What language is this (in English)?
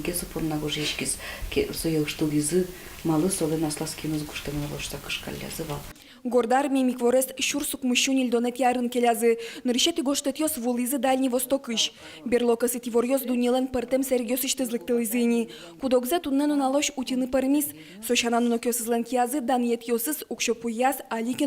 Udmurt